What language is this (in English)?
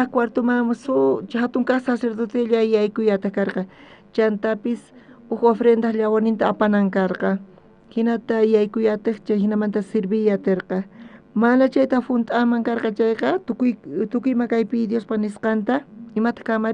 South Bolivian Quechua